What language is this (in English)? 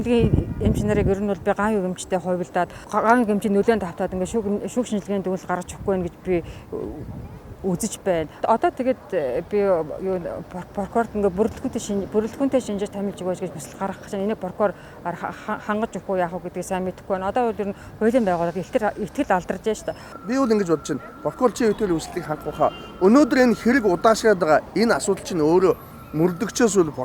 Mongolian